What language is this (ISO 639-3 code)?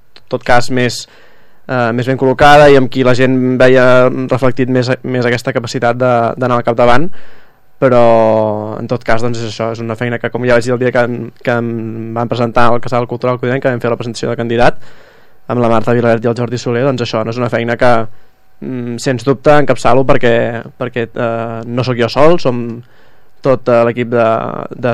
cat